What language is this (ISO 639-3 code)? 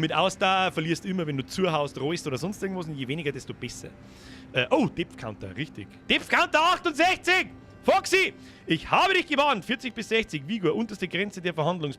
bar